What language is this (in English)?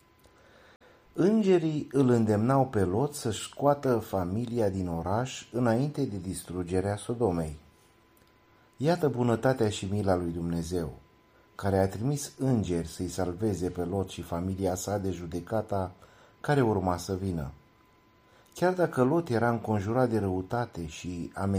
Romanian